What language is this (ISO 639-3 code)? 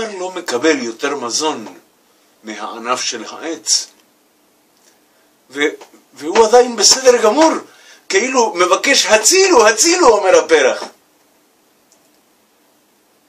heb